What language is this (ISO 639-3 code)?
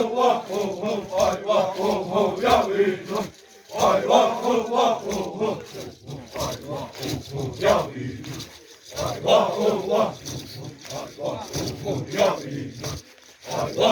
xav